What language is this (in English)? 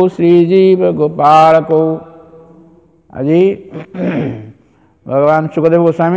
Odia